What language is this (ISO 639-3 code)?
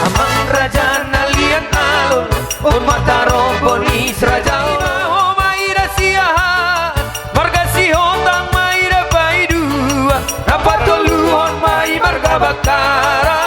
bbc